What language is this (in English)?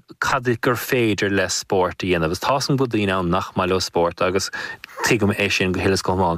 Irish